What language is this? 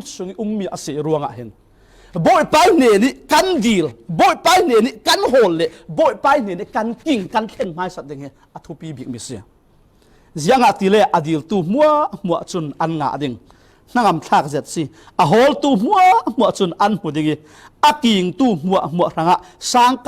Falam Chin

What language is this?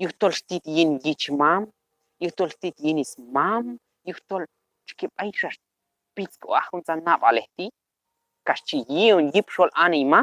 Q'anjob'al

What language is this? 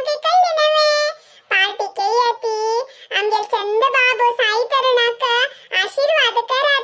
Konkani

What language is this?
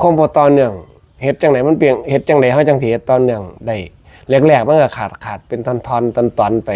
Northeastern Thai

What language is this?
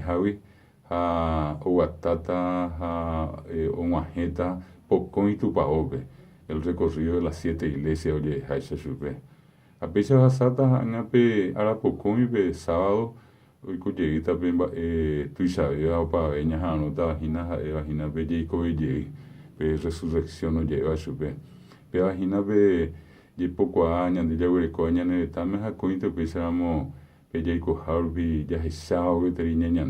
Guarani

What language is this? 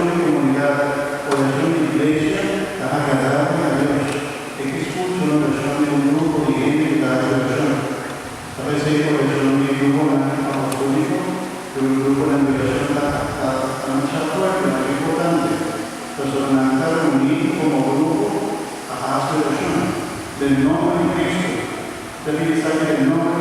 Papiamento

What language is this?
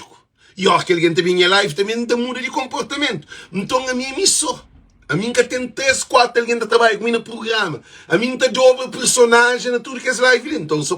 Kabuverdianu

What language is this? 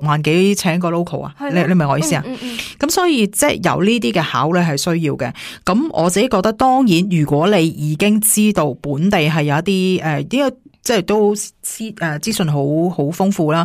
Cantonese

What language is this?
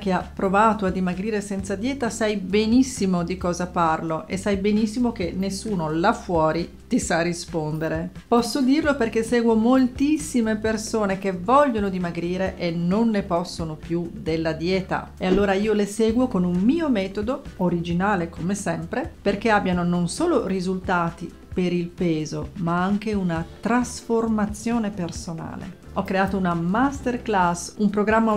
Italian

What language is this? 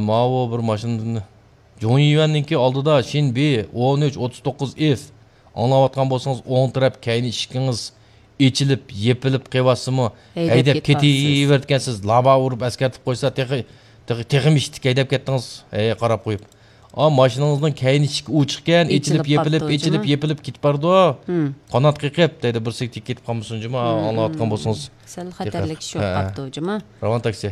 Uyghur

